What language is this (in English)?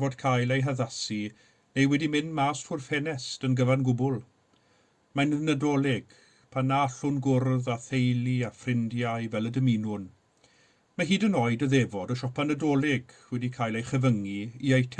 Welsh